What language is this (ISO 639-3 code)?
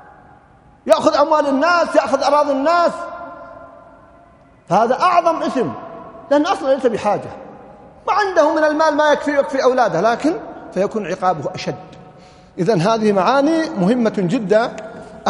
ara